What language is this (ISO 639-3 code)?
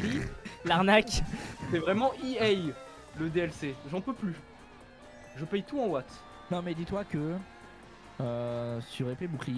fra